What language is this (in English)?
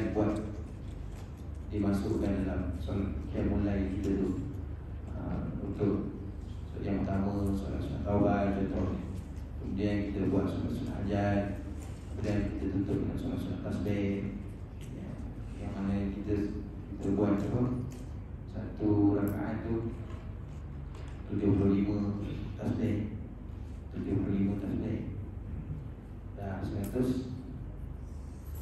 Malay